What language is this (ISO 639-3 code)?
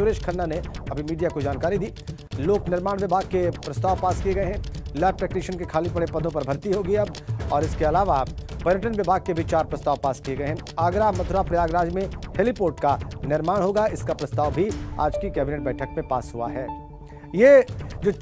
hin